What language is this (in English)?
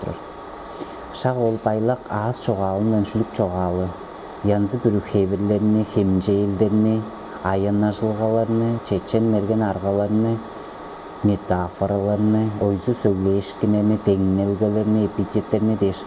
Tuvinian